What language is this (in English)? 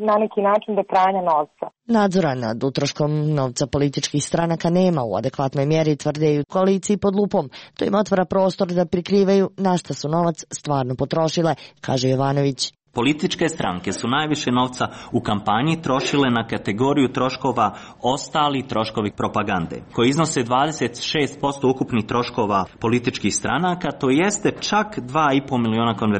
Serbian